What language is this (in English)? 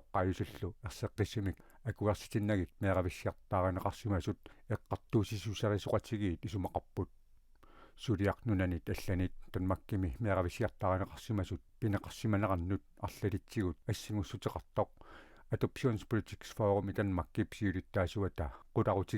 Kalaallisut